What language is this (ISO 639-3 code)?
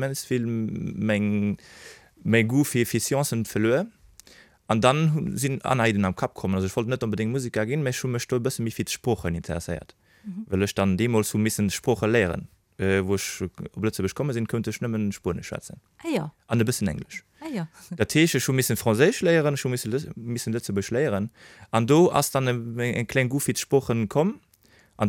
ltz